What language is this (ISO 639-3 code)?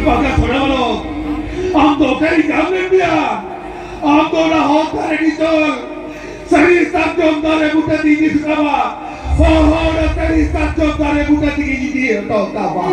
sat